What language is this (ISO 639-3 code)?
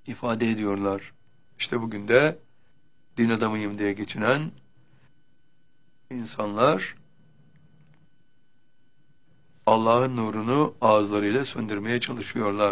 tur